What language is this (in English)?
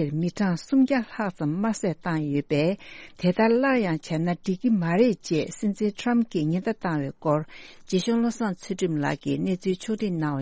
Tibetan